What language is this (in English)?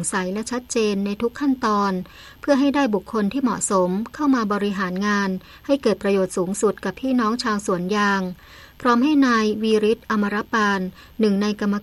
Thai